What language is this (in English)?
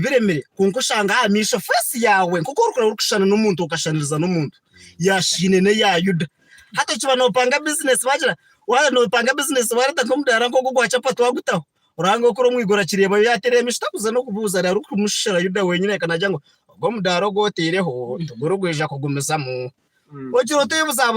Nyankole